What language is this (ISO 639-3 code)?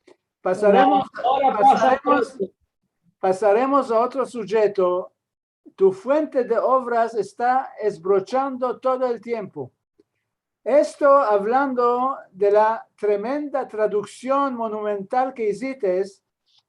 lad